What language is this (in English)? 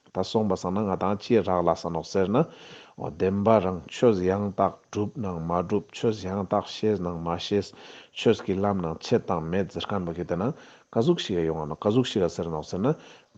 Ladakhi